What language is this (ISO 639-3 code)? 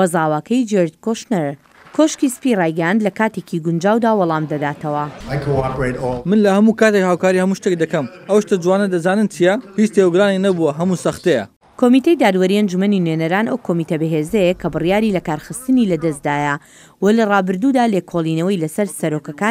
ckb